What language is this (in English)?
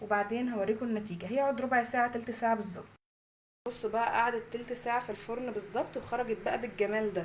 Egyptian Arabic